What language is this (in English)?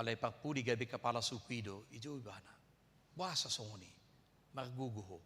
Batak Toba